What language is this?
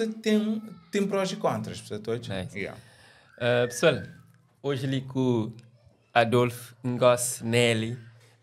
Kabuverdianu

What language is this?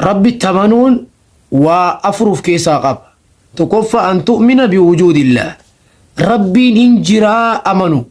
Oromo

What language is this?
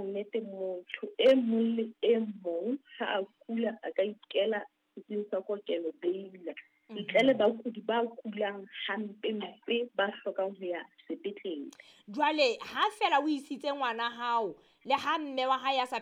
Southern Sotho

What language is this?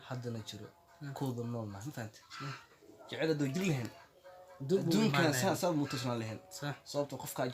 Somali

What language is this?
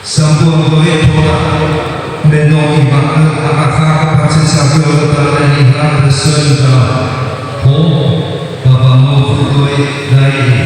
Nias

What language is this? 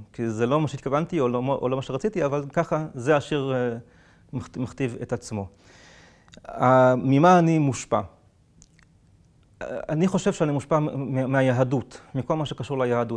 Hebrew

